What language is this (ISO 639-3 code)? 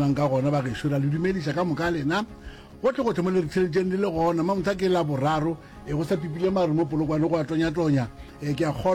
nso